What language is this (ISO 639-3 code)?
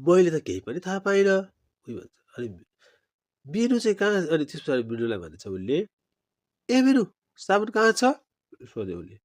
nep